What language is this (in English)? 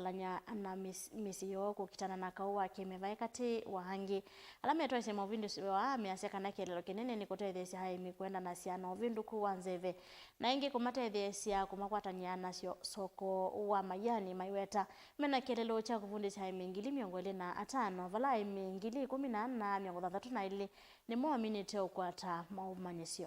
Kamba